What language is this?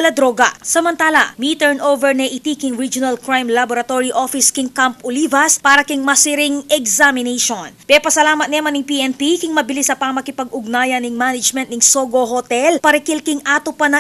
Pampanga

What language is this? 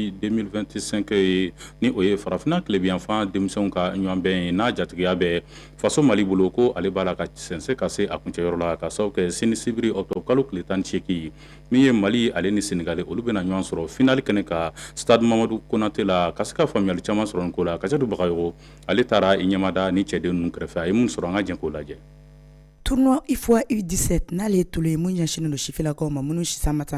Bambara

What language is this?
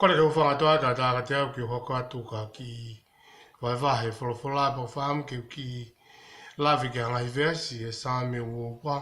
Tongan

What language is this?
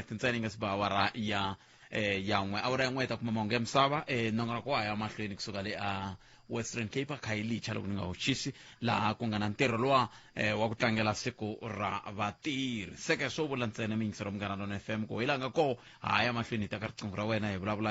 Tsonga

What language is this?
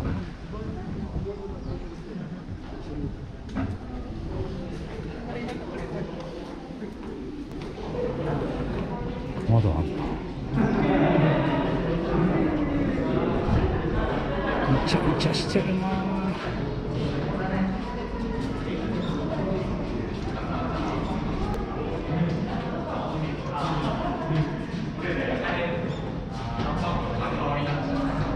Japanese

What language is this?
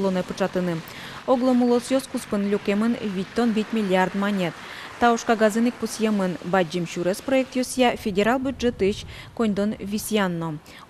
Udmurt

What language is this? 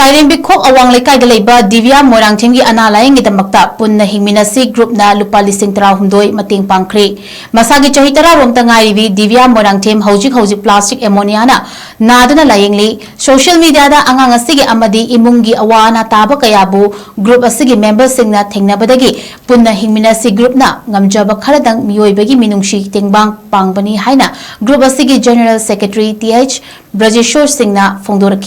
Manipuri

